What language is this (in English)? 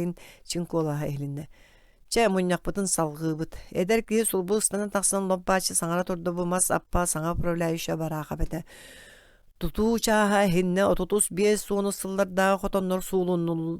Yakut